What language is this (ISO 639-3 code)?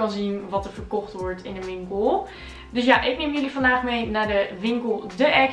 nld